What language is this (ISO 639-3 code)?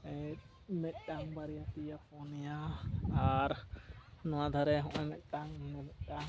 sat